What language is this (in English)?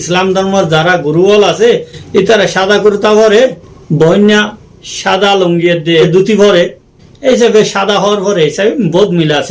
Rohingya